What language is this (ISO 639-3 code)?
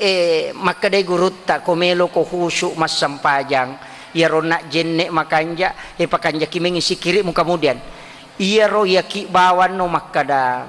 bug